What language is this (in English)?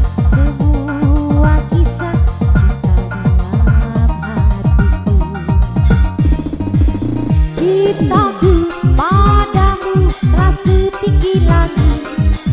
Indonesian